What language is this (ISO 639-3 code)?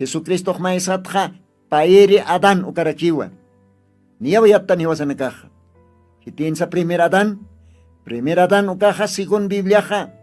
aym